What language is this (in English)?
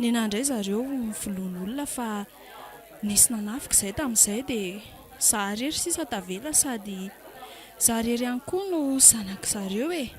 Malagasy